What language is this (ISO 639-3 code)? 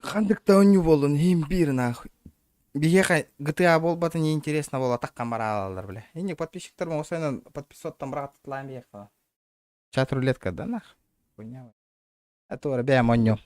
sah